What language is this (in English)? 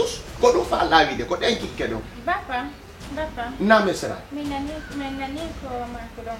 Fula